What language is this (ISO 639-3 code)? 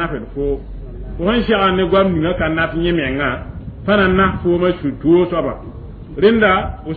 mos